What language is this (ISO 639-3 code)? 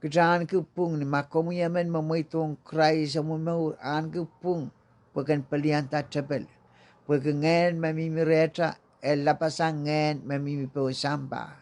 pon